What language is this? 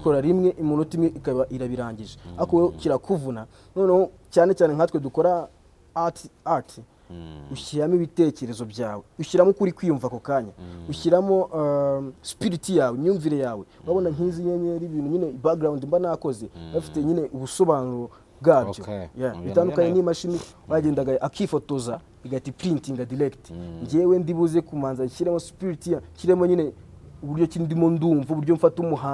Kinyarwanda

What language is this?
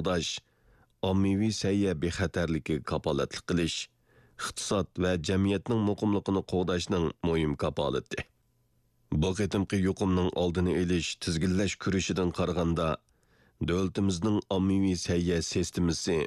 Uyghur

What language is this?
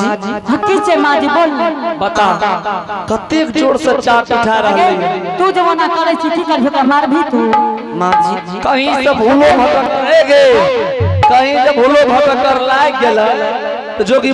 Angika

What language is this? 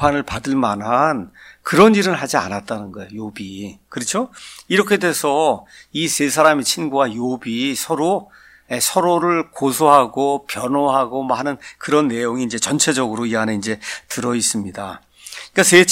Korean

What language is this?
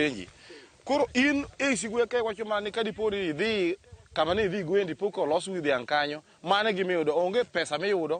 Luo (Kenya and Tanzania)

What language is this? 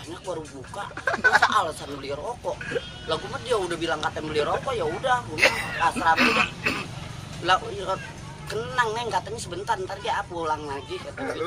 Betawi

